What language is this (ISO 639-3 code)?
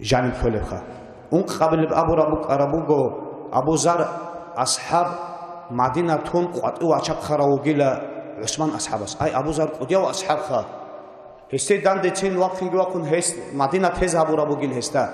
ava